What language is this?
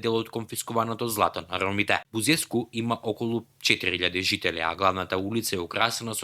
Macedonian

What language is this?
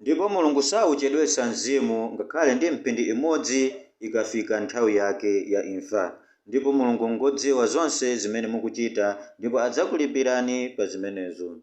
Nyanja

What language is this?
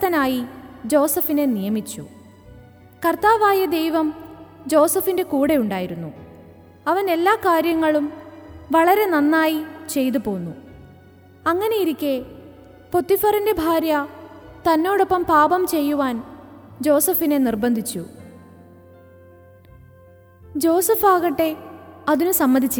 Malayalam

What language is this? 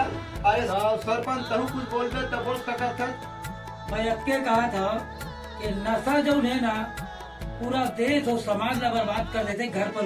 Chhattisgarhi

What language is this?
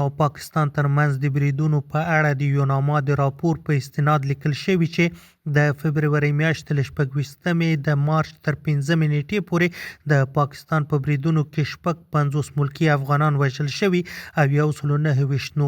Pashto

